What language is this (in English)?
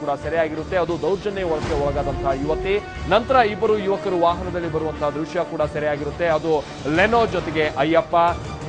Kannada